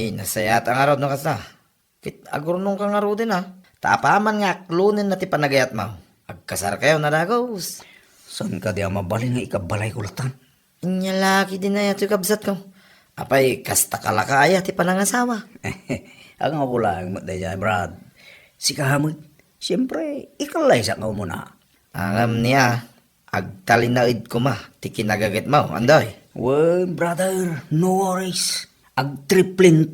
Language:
Iloko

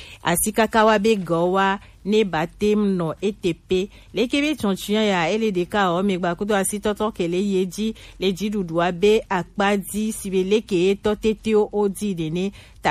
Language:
Gen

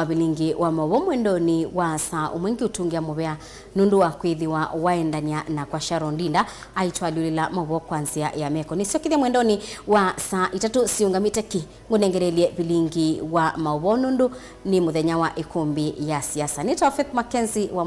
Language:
Kamba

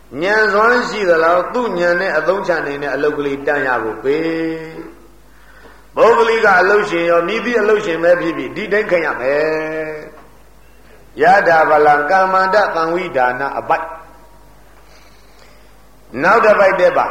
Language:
Burmese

